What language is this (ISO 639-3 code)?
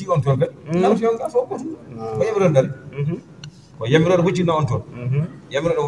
ful